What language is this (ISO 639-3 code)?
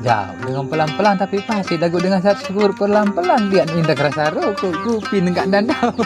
sas